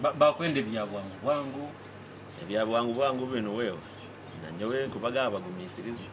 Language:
Nyoro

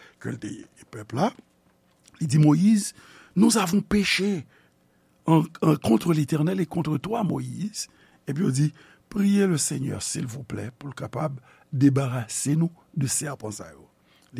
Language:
Haitian Creole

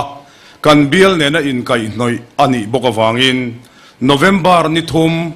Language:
Mizo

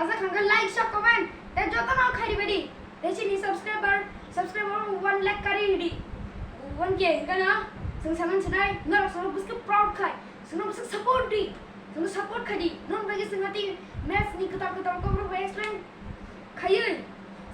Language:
Kok Borok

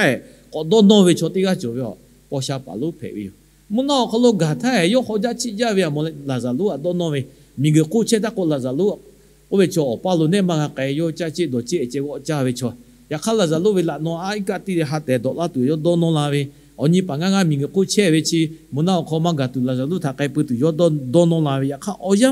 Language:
Lahu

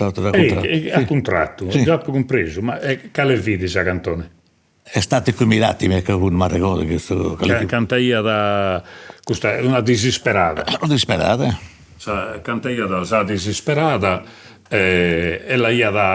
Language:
Sardinian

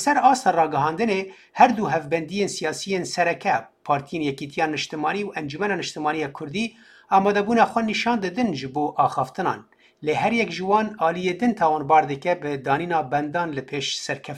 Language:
Kurdish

